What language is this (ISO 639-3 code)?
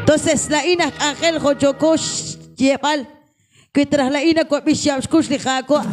kek